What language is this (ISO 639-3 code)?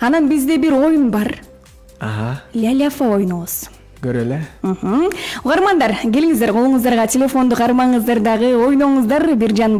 kir